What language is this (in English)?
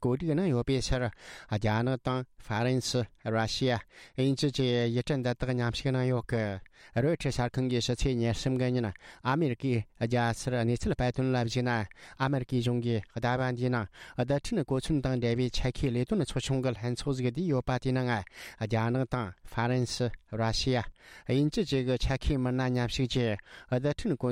Tibetan